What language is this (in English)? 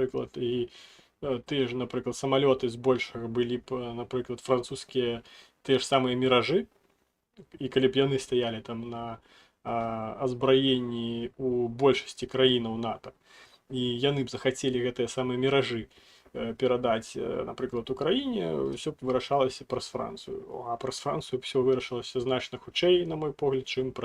Belarusian